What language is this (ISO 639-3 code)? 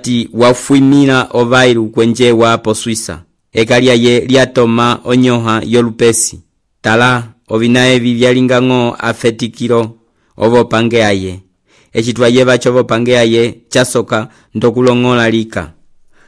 umb